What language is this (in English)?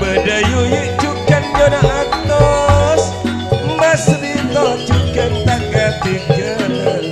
Madurese